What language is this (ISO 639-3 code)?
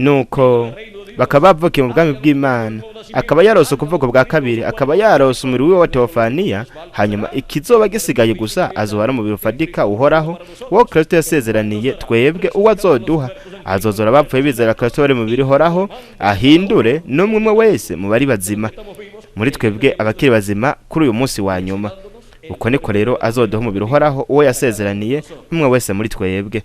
run